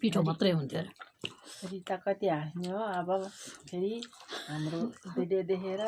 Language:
Nepali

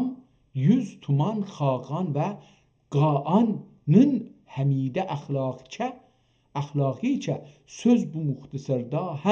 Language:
South Azerbaijani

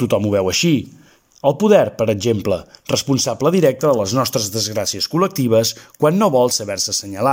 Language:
Catalan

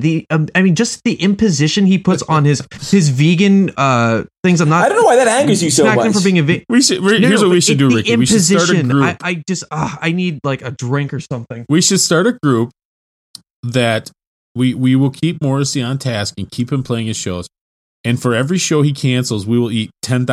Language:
English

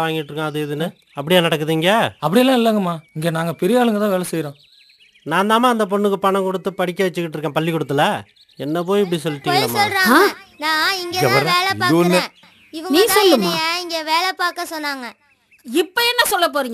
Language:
Tamil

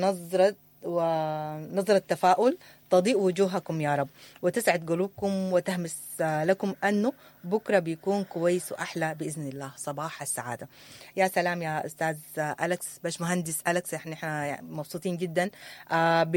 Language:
Sudanese Arabic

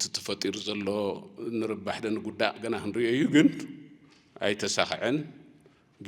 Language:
Tigrinya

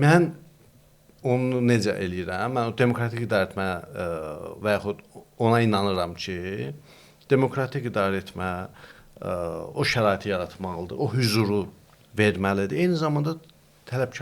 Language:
Azerbaijani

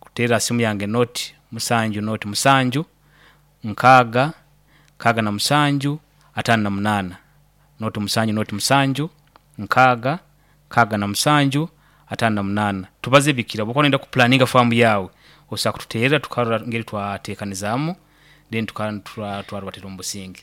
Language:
Nyankole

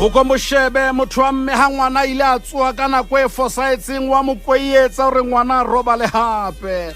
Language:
Southern Sotho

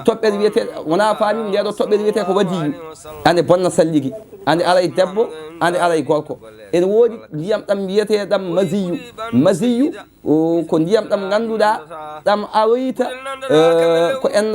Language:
Fula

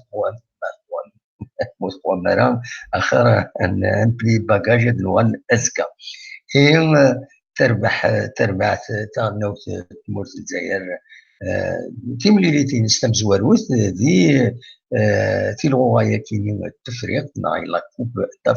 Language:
Kabyle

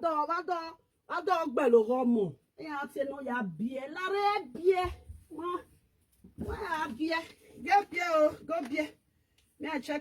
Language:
Nigerian Pidgin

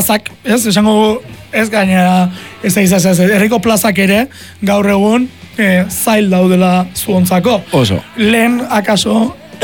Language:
Basque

